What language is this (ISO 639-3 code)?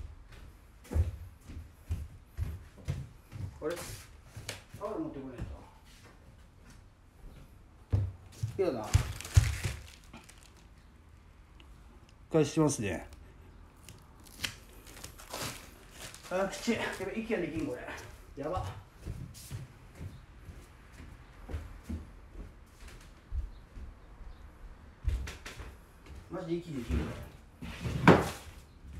jpn